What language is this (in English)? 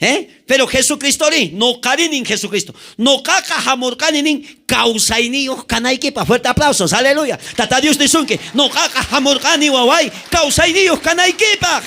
South Bolivian Quechua